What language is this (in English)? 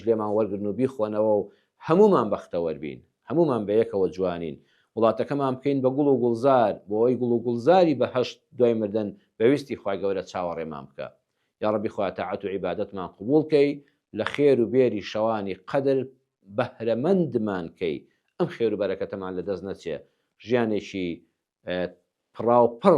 Central Kurdish